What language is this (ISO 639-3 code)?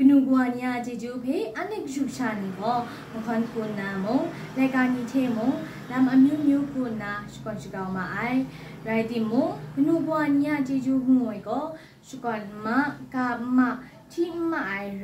kac